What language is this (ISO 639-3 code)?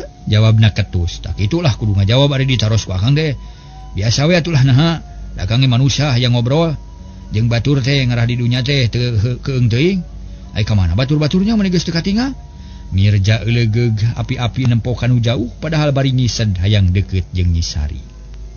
sun